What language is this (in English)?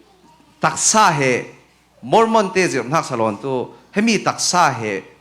Falam Chin